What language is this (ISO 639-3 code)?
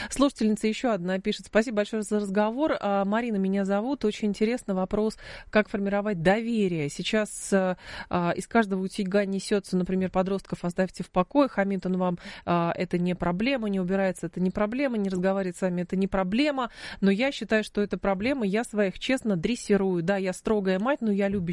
rus